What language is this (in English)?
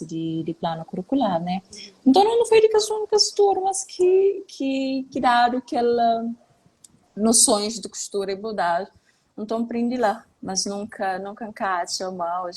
Kabuverdianu